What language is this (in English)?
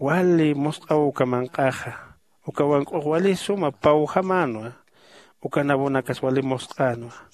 Aymara